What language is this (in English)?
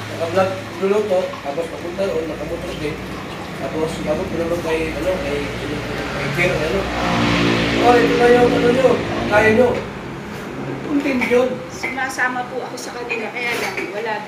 Filipino